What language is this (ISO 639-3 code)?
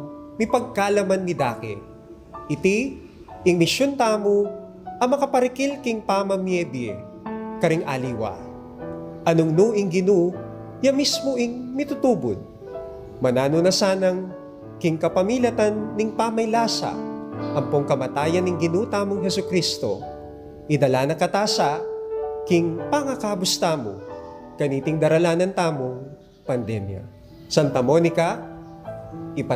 pam